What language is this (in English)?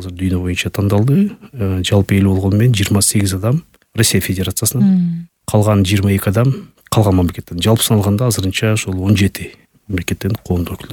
Kyrgyz